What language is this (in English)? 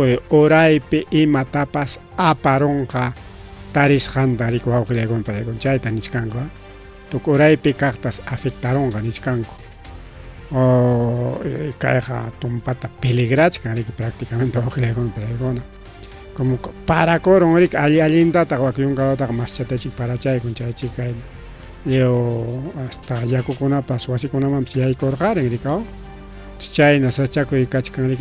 Ayacucho Quechua